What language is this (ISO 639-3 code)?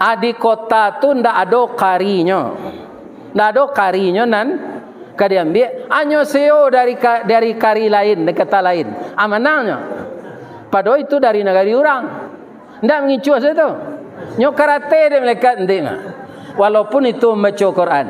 min